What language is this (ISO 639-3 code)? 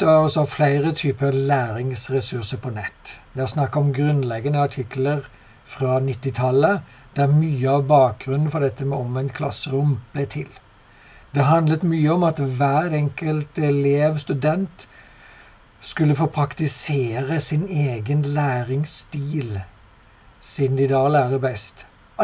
nor